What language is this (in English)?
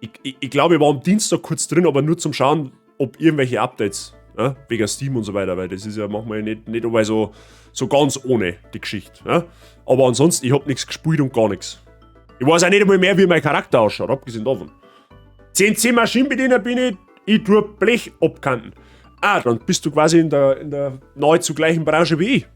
Bavarian